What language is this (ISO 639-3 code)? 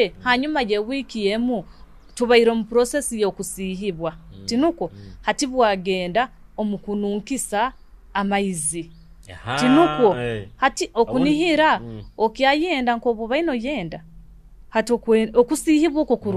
nyo